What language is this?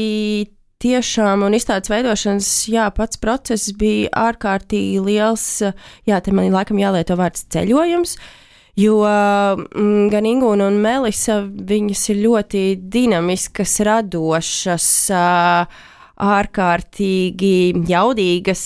Latvian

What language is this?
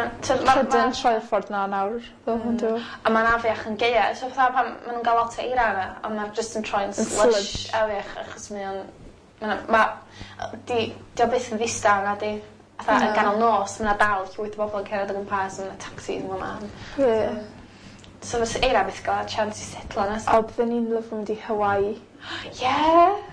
Welsh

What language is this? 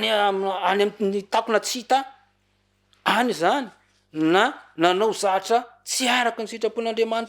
Malagasy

